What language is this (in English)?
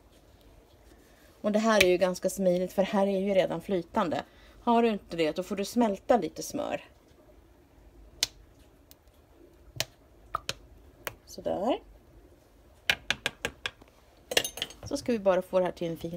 Swedish